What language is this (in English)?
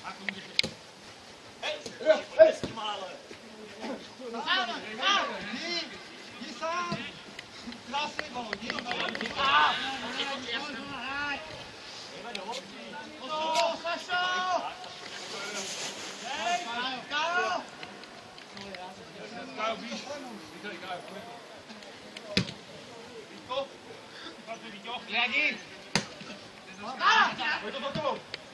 Czech